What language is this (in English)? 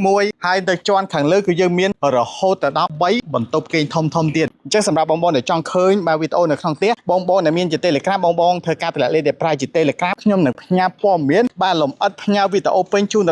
Khmer